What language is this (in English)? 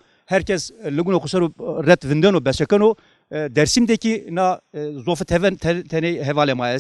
Zaza